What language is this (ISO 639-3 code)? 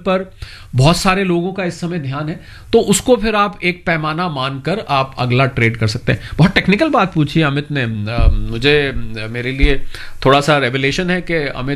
hin